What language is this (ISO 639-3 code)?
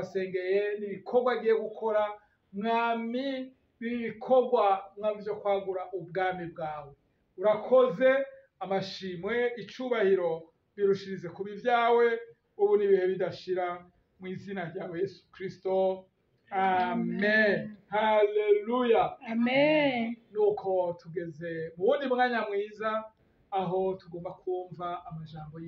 run